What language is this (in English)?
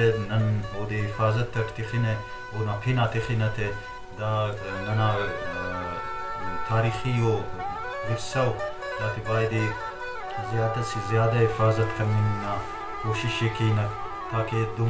Brahui